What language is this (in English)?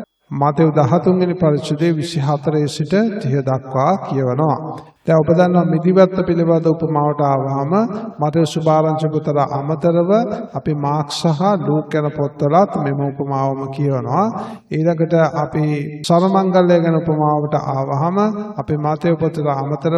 Sinhala